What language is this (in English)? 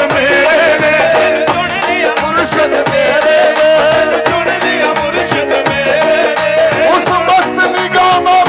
Punjabi